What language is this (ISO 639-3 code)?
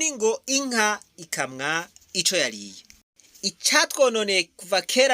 run